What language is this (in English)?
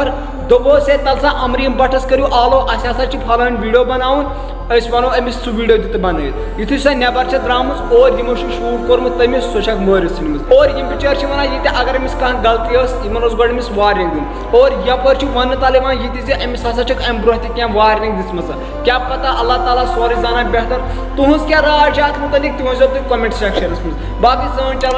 Kashmiri